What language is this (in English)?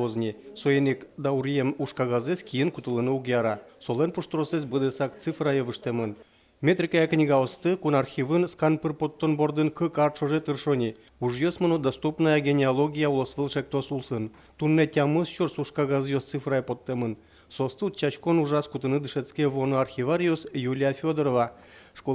Udmurt